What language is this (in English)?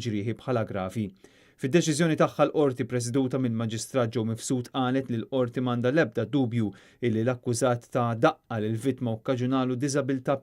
Maltese